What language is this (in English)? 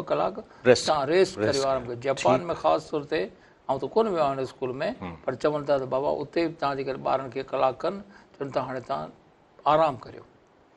Sindhi